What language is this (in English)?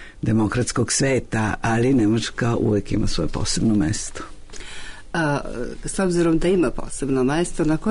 Serbian